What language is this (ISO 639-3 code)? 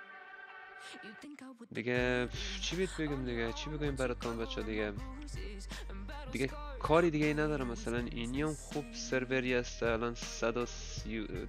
fas